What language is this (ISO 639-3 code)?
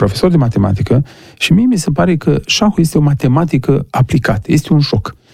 ron